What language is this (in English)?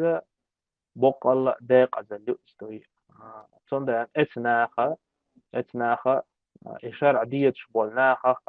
Chechen